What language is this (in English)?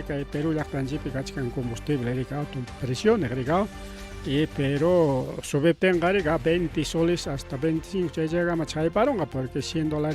Ayacucho Quechua